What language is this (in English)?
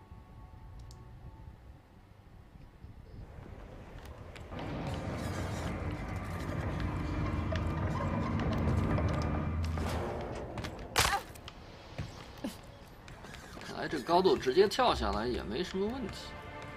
Chinese